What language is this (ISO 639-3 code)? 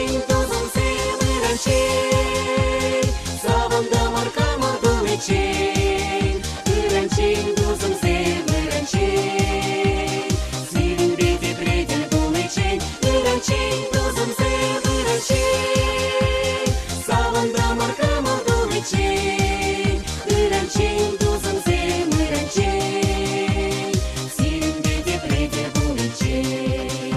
chv